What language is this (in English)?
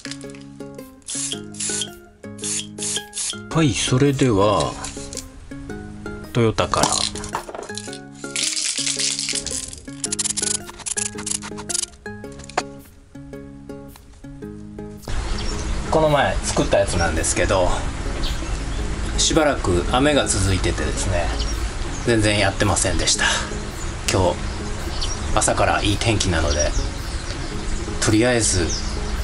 Japanese